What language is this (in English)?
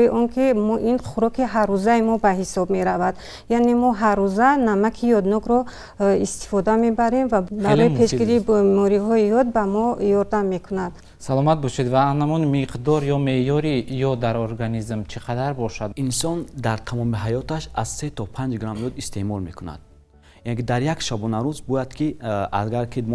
Tajik